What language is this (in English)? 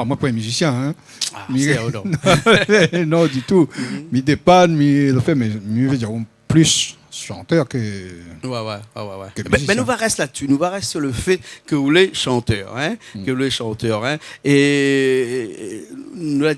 Réunion Creole French